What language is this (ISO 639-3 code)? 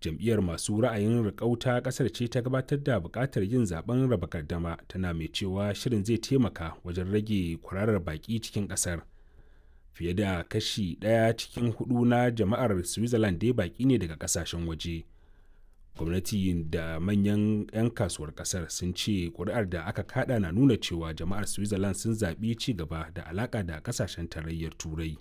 hau